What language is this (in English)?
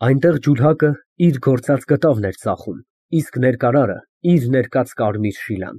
Armenian